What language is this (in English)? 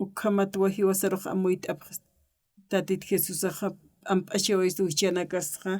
Aymara